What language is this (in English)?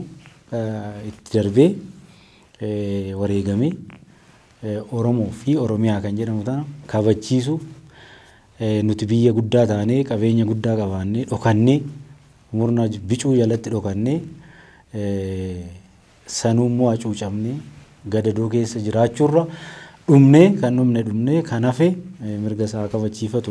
Oromo